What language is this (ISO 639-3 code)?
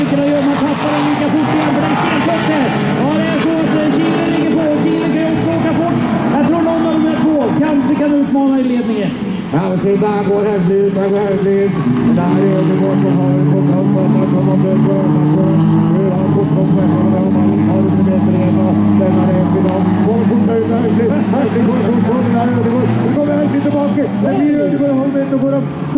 nor